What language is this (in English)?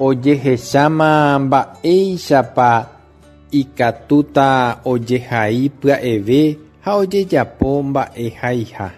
Guarani